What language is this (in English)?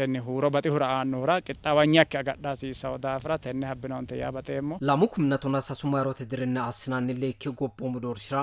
Sidamo